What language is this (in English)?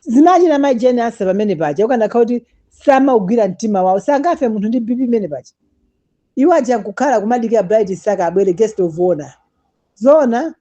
Nyanja